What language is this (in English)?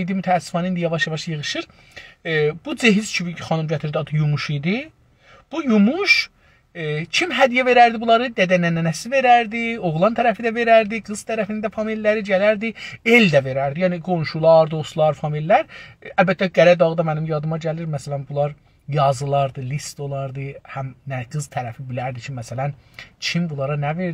South Azerbaijani